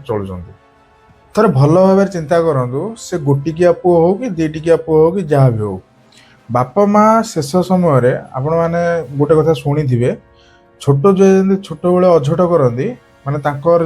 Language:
Odia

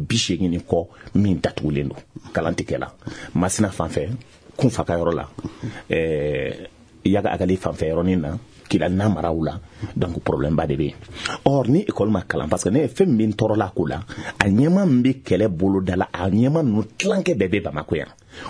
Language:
Bambara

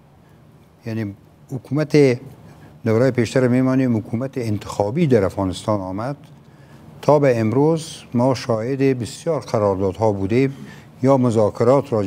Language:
Persian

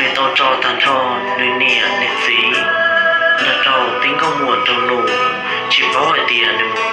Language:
Hmong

